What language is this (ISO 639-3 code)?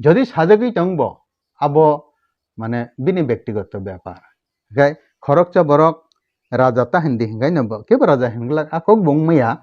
trp